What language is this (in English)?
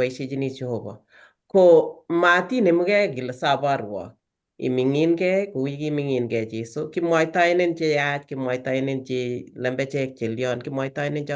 Kalenjin